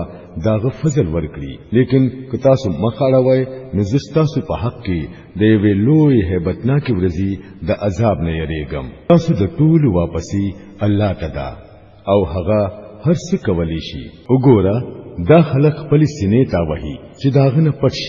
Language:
Pashto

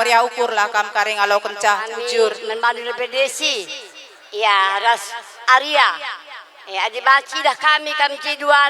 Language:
Batak Karo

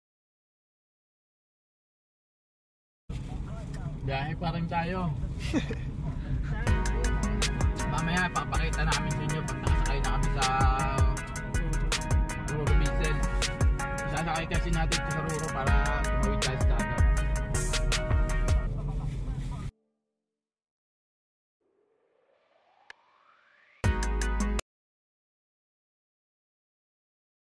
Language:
Filipino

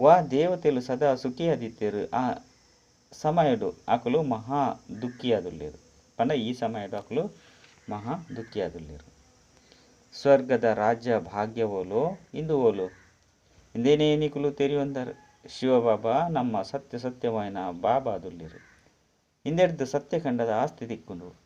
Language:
Tulu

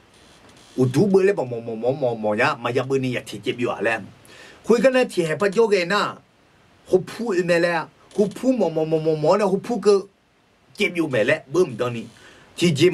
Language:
Akha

